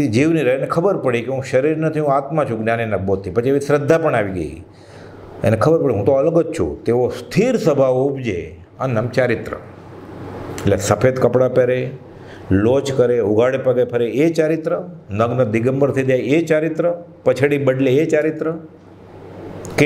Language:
Gujarati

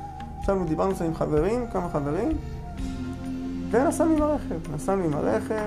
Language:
Hebrew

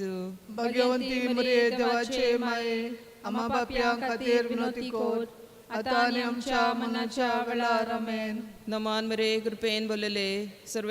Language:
Konkani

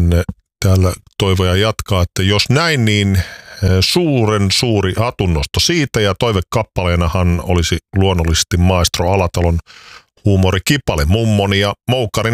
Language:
Finnish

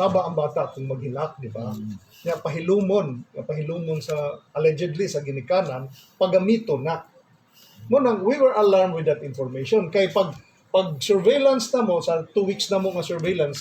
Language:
Cebuano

